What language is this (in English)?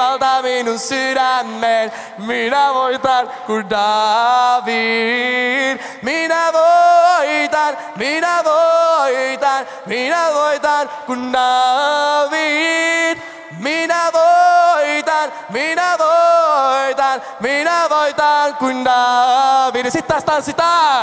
Finnish